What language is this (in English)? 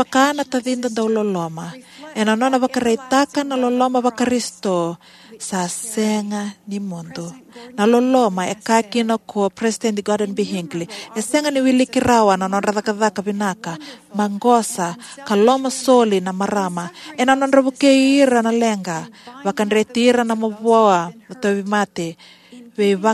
Fijian